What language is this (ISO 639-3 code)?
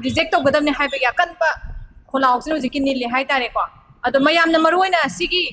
mni